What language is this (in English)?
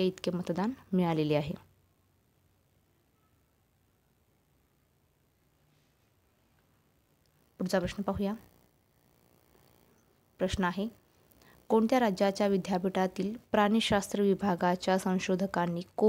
Marathi